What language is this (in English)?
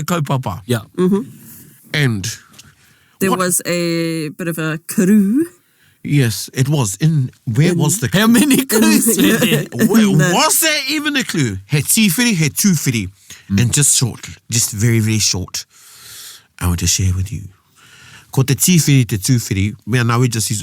Māori